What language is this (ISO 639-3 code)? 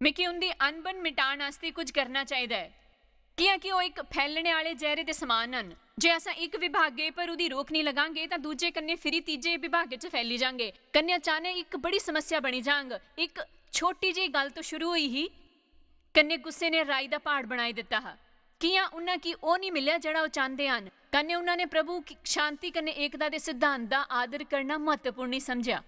doi